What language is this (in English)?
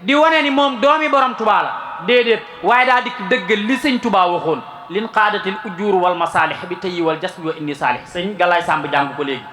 Wolof